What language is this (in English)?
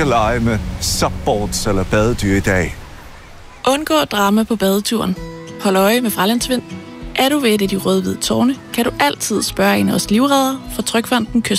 Danish